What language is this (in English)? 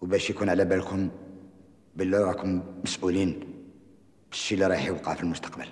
Algerian Arabic